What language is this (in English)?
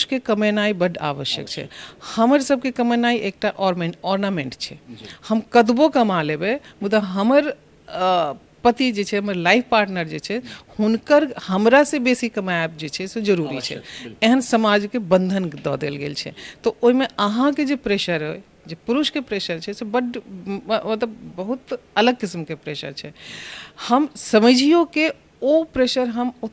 Maithili